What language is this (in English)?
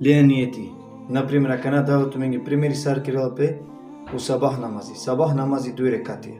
Balkan Romani